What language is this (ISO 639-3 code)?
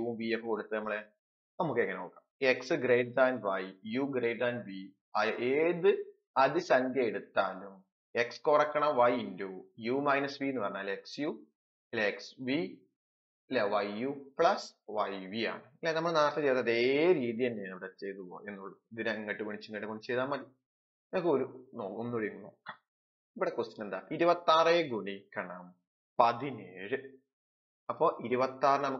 mal